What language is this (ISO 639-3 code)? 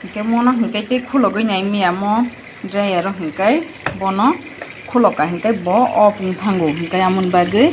trp